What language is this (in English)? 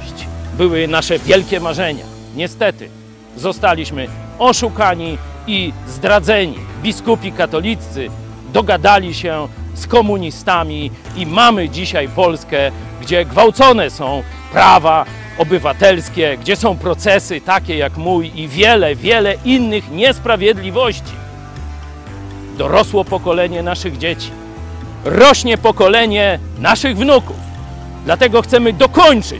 Polish